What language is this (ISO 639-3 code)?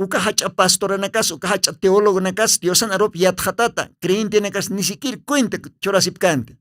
aym